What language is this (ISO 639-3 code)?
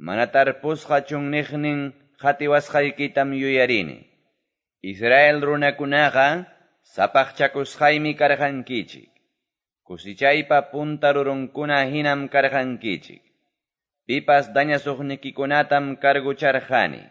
que